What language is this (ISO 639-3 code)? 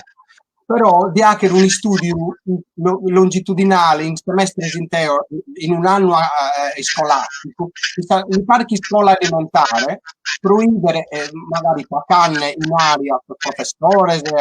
srd